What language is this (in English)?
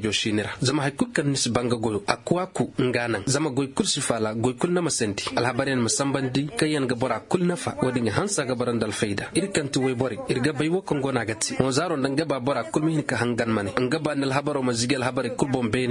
Koyraboro Senni